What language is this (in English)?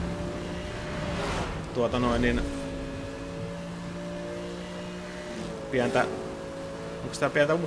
Finnish